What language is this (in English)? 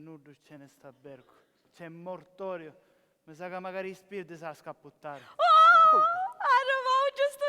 Sicilian